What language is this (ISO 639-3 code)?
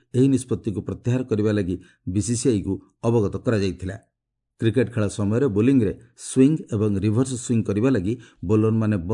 ori